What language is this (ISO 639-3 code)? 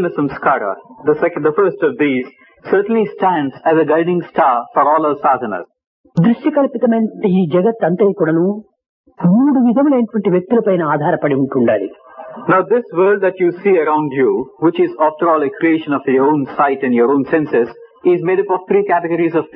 tel